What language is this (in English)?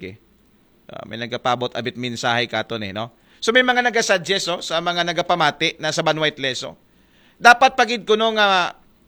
Aklanon